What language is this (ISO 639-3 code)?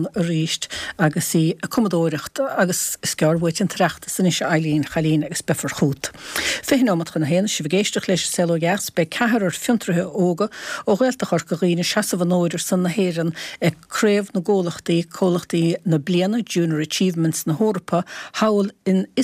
gle